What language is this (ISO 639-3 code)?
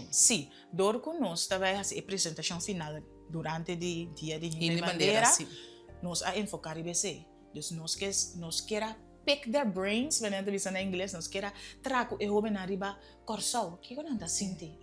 pap